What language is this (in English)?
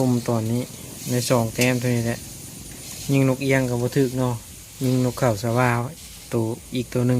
Lao